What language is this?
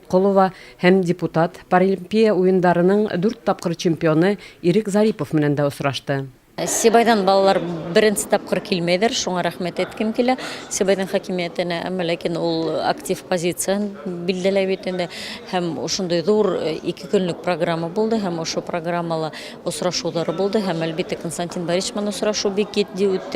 Bashkir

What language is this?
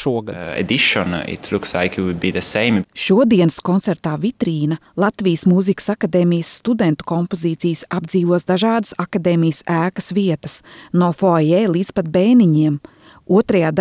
Latvian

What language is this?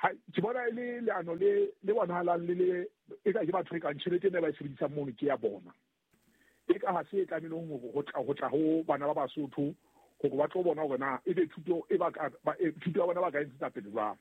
Southern Sotho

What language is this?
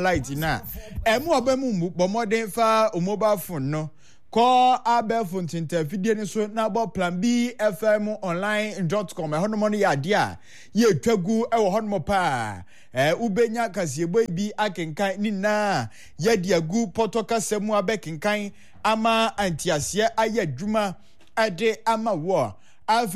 Akan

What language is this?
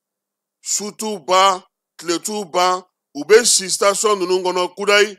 Bambara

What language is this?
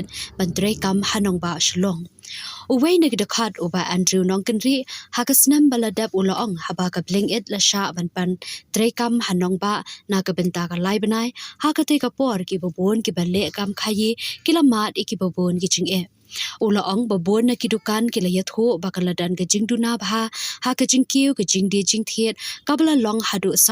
Khasi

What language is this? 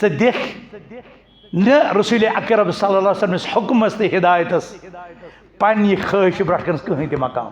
Kashmiri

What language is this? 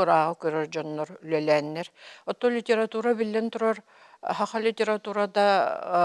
Yakut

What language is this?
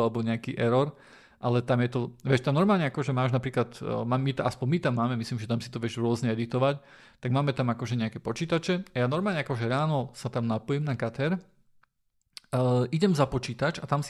Slovak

